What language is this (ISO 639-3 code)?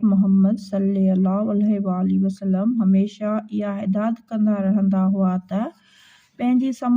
snd